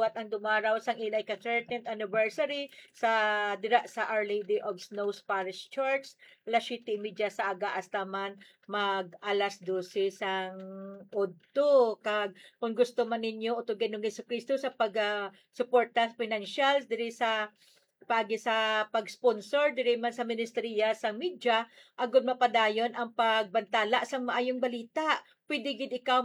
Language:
Hiligaynon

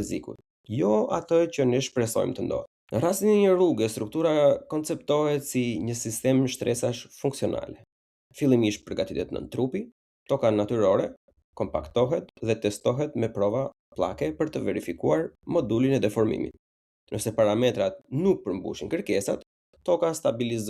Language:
Albanian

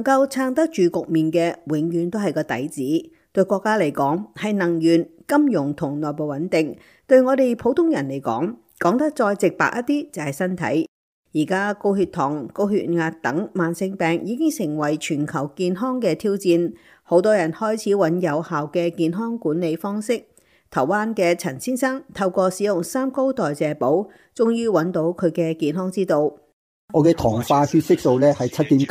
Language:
Cantonese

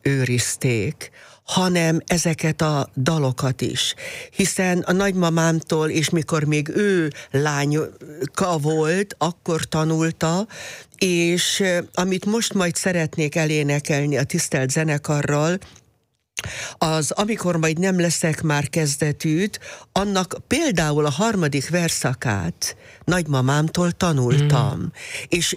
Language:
Hungarian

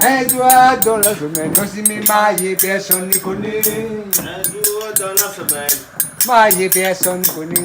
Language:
Réunion Creole French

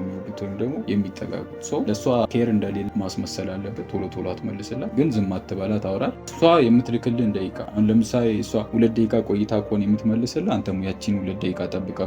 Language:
Amharic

